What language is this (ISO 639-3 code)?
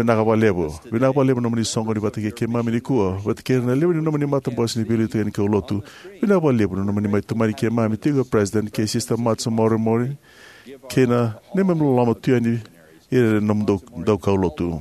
fij